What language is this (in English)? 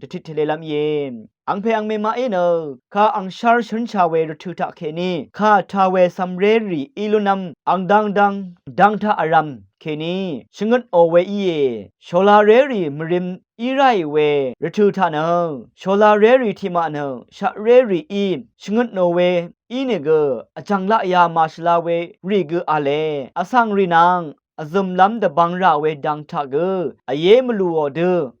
Rawang